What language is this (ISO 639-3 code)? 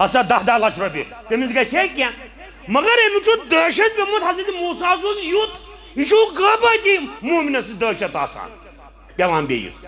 kas